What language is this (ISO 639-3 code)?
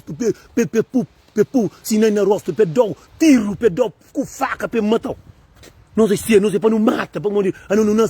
kea